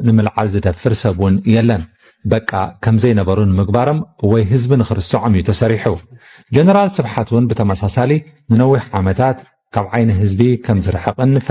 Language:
Tigrinya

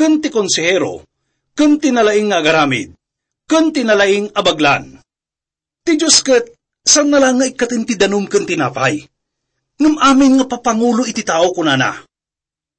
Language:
Iloko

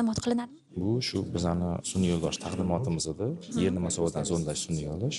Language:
Uzbek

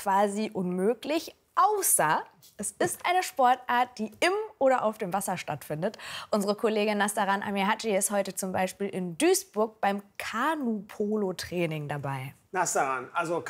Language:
German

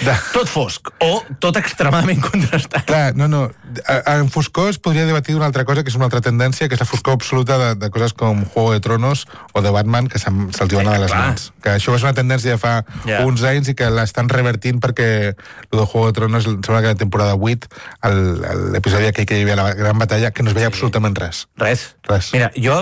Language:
Catalan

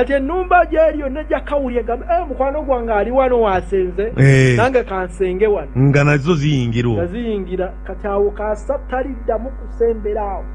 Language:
Ganda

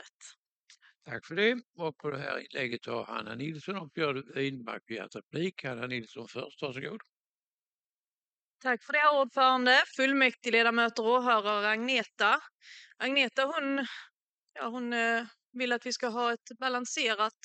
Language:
Swedish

